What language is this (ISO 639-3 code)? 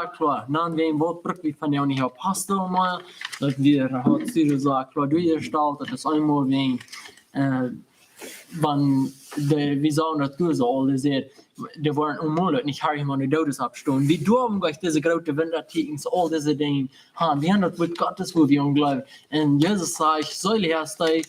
pdt